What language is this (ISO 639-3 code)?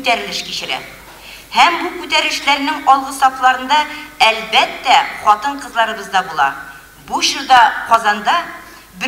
tat